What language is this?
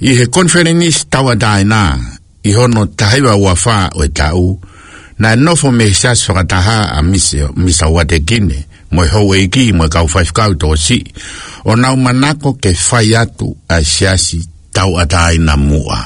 Tongan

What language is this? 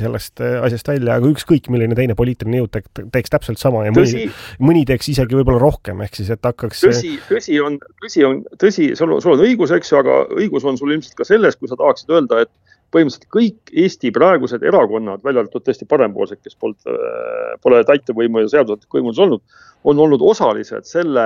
Estonian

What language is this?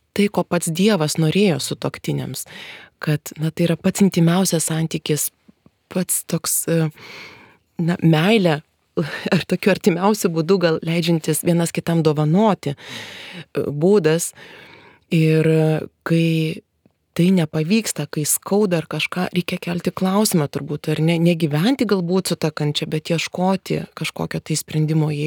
Lithuanian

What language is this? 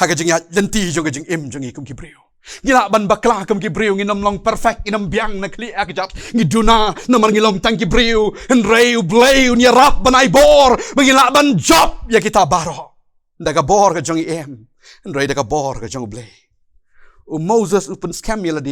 Khasi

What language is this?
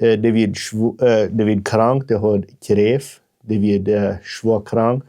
Plautdietsch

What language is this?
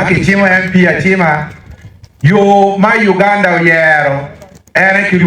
Acoli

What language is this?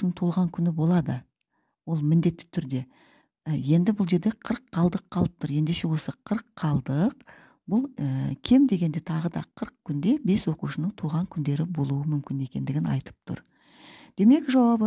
Kazakh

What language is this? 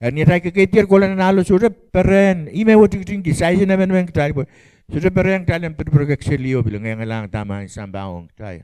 Pohnpeian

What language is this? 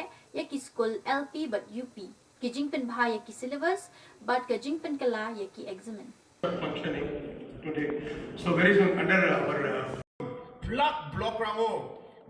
Khasi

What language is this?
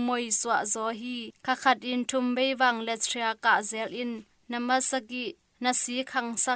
Tedim Chin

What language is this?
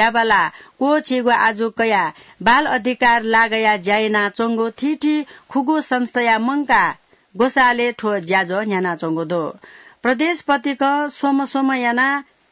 Newari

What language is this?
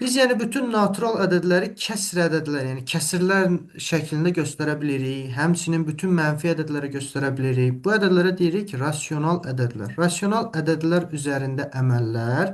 Azerbaijani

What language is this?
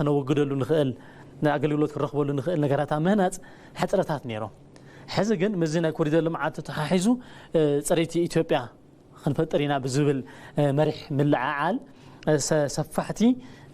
Tigrinya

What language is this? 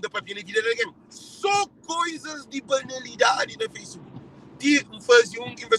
Kabuverdianu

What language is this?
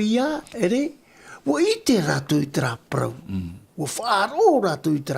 Tahitian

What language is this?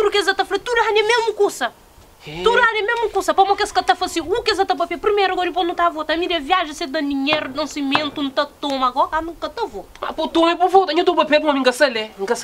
Kabuverdianu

